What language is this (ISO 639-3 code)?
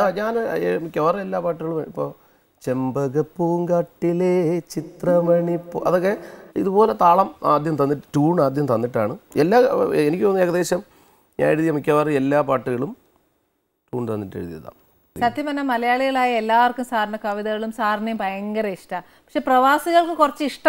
mal